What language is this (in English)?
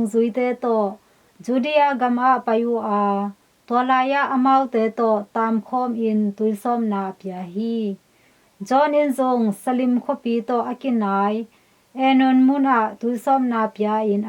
Tedim Chin